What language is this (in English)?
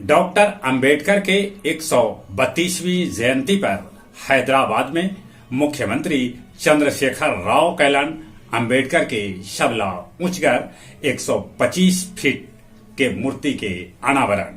Magahi